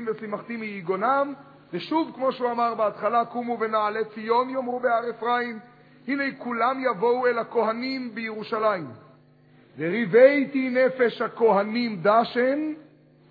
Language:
Hebrew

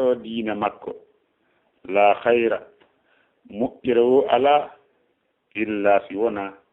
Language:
Fula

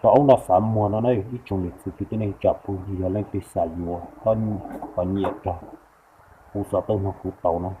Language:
Hmong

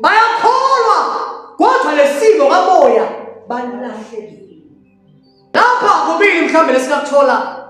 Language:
Zulu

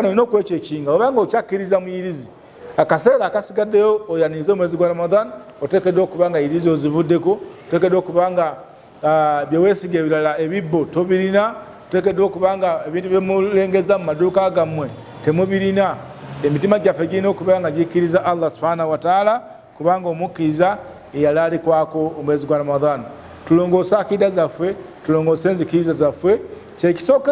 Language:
Ganda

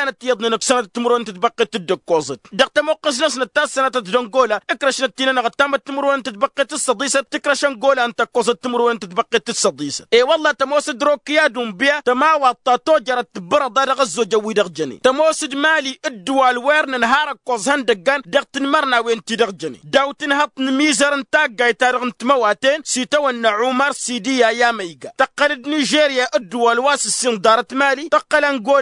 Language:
Tamasheq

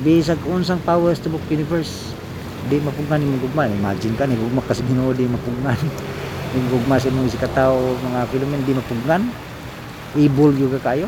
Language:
Cebuano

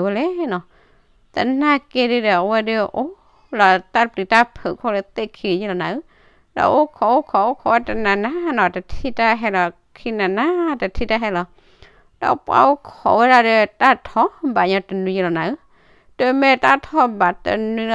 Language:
S'gaw Karen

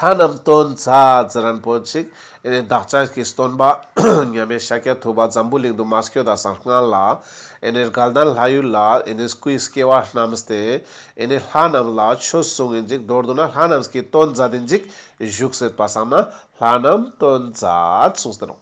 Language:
Ladakhi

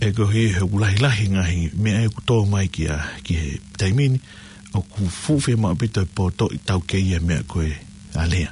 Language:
Tongan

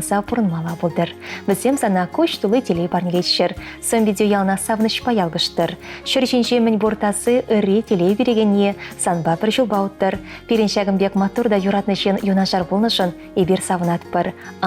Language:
Chuvash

